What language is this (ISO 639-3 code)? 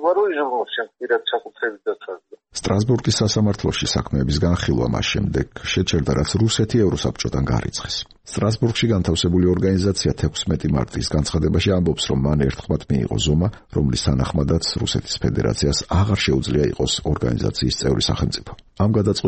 kat